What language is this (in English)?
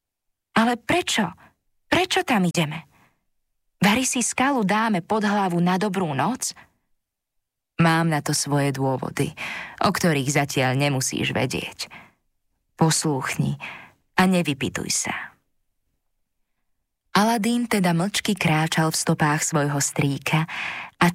Slovak